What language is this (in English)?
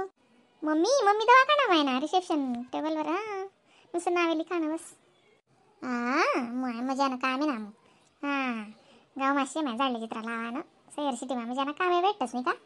Khandesi